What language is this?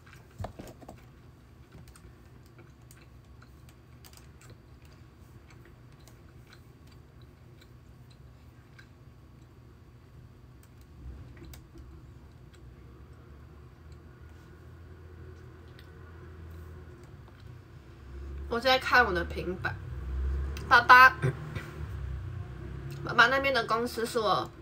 Chinese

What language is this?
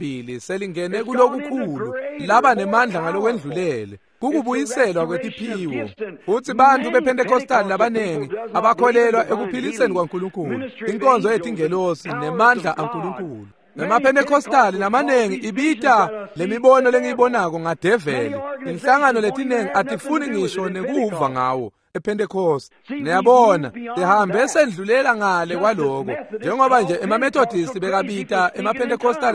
Swati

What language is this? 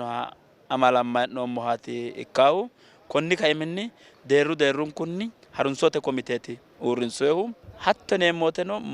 Sidamo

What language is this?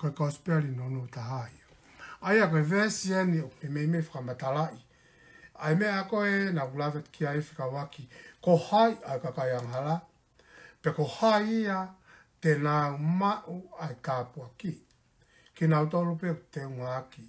Tongan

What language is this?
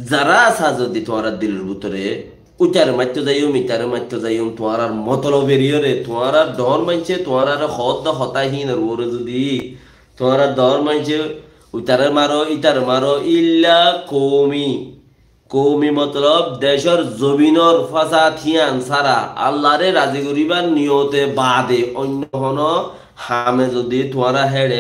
Rohingya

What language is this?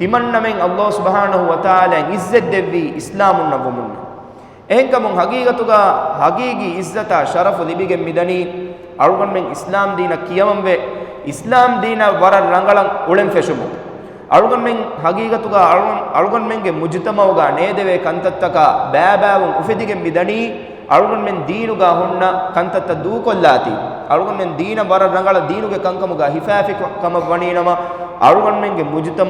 Divehi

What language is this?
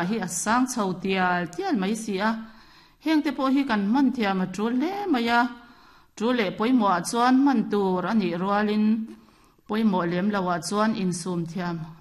Mizo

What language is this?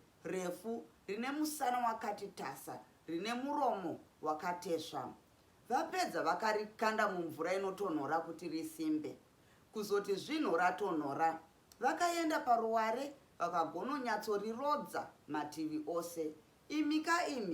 Shona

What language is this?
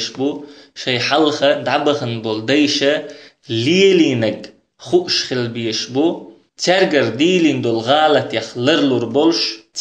Chechen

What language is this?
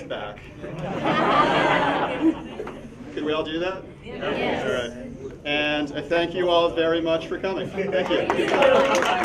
English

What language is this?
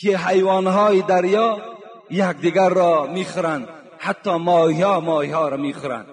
Tajik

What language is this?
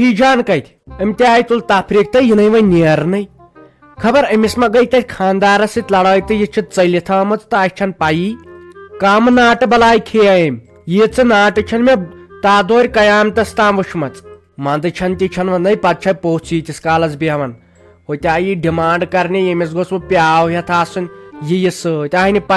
Kashmiri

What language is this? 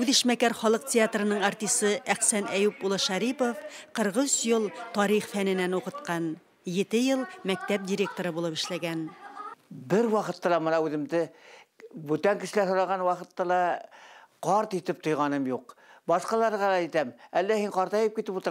Bashkir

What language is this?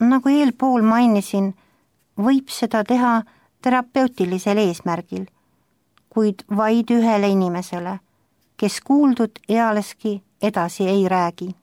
Estonian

